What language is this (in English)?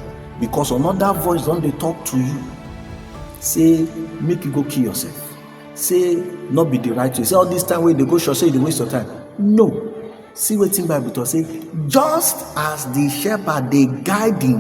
Nigerian Pidgin